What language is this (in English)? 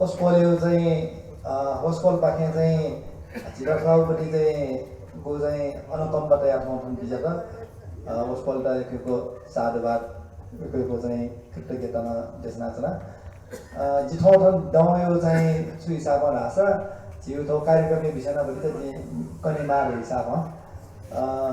Newari